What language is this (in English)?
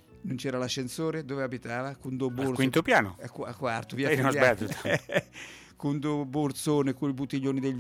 Italian